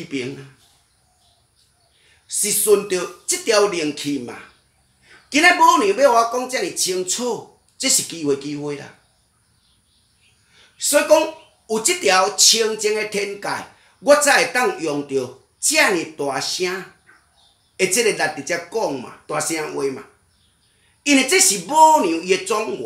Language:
Min Nan Chinese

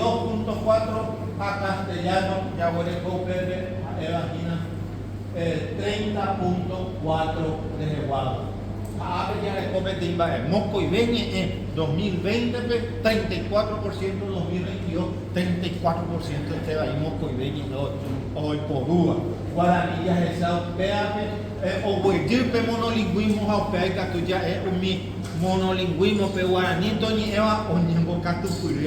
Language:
Guarani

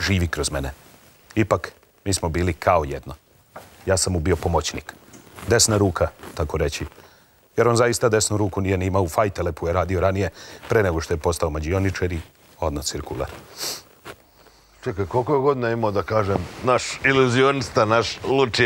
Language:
Serbian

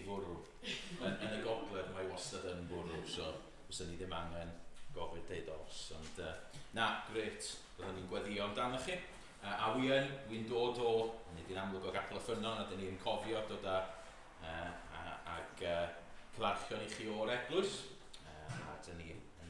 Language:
Welsh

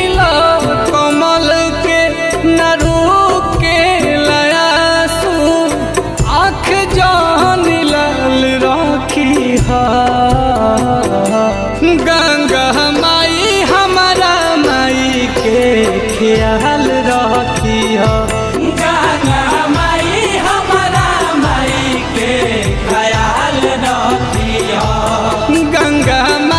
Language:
Bhojpuri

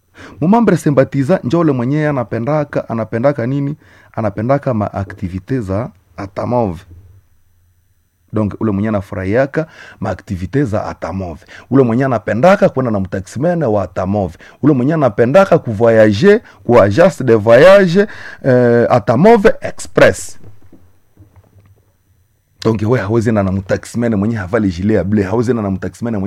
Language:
Swahili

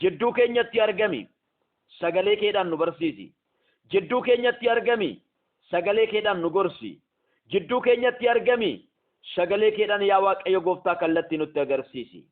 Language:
Oromo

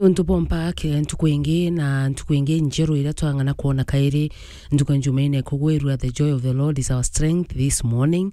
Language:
Meru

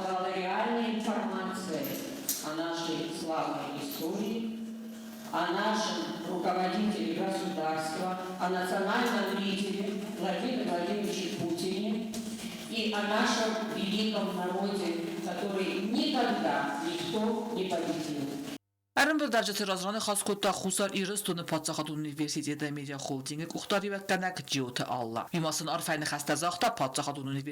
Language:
Ossetic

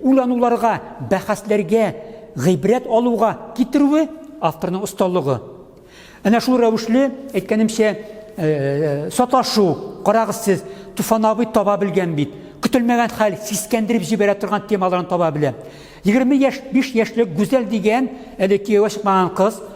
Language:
Tatar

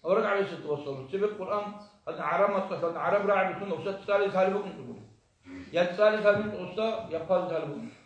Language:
Avaric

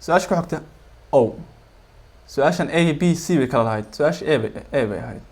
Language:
Somali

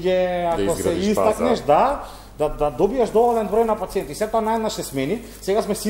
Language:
Macedonian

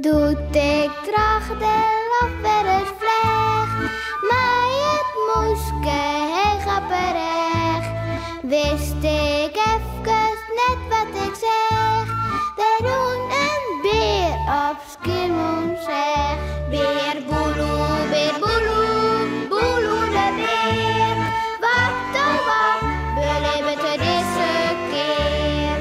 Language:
Western Frisian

